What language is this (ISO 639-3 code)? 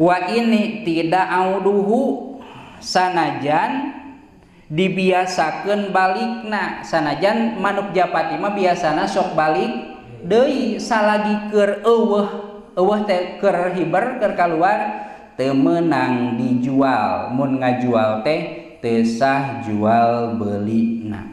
sun